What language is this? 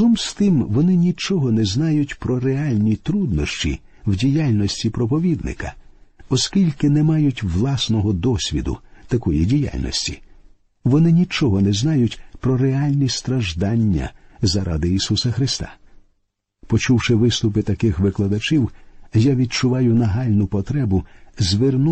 Ukrainian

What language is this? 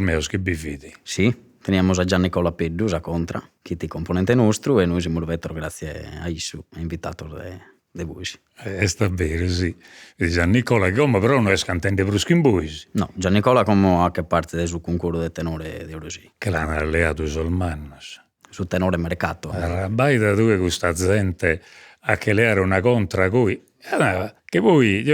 Sardinian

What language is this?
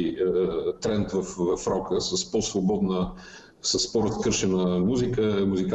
Bulgarian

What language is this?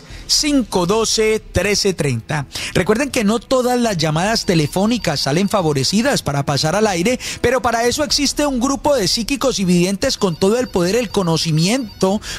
Spanish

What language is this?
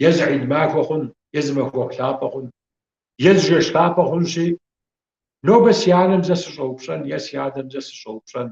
Kabardian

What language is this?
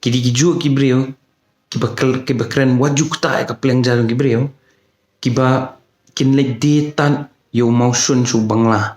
Khasi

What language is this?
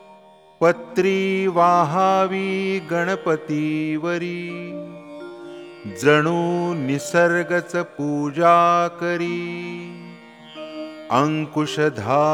Marathi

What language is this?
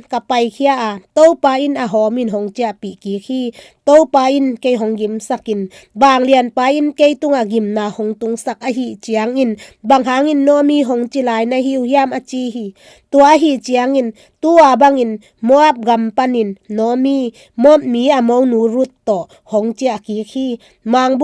Tedim Chin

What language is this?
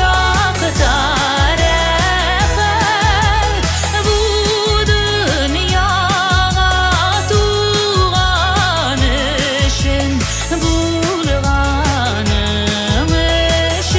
Bashkir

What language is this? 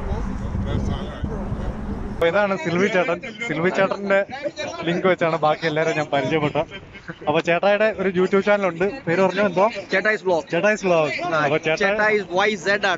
Malayalam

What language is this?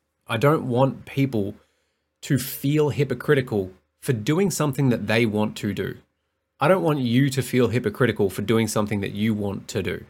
English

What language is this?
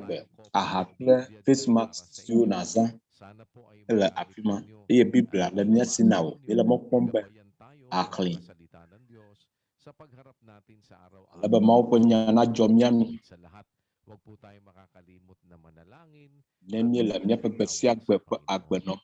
Ewe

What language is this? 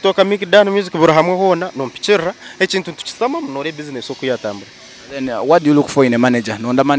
Nyankole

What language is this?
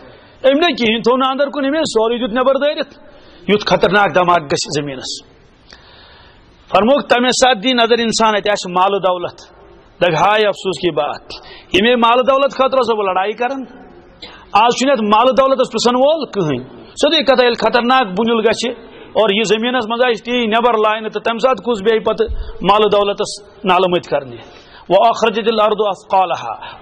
Kashmiri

